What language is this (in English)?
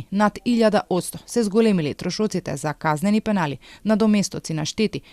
Macedonian